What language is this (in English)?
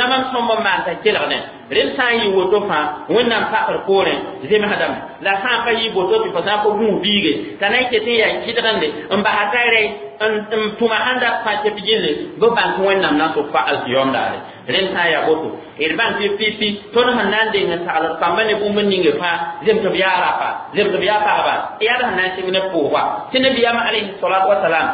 Mossi